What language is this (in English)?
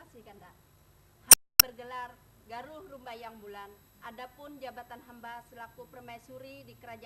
Banjar